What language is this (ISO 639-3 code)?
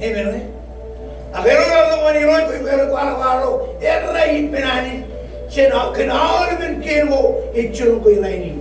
mah